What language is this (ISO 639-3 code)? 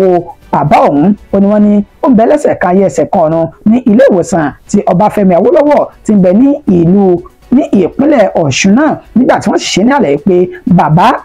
yor